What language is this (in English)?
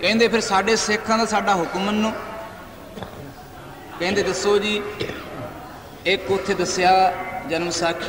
Punjabi